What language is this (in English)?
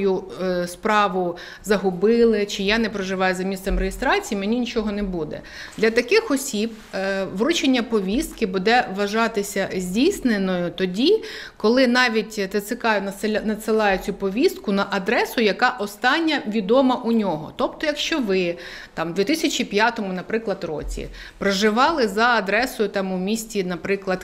Ukrainian